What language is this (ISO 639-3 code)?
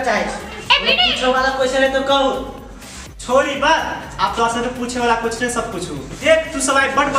mai